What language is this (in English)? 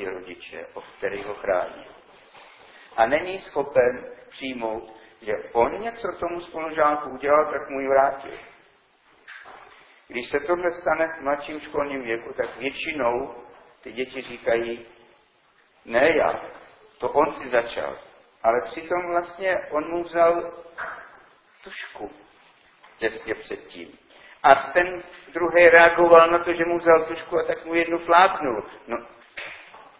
Czech